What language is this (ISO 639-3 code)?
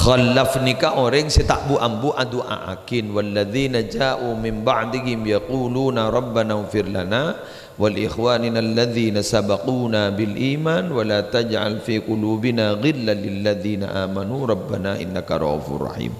mad